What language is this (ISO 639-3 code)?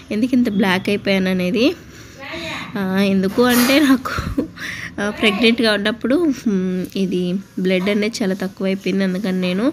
tel